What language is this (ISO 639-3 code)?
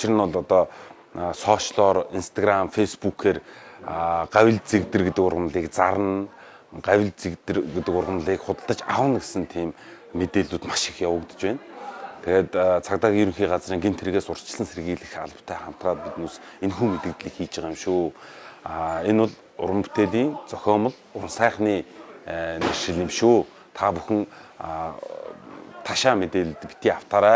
mon